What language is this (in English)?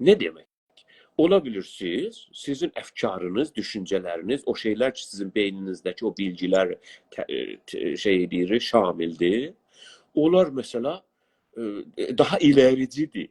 South Azerbaijani